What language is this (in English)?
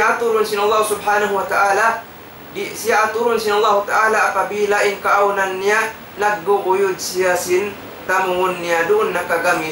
Tausug